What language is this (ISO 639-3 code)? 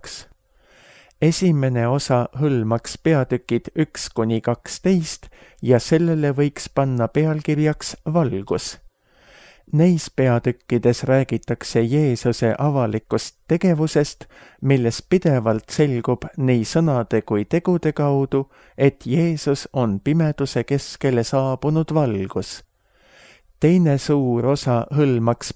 est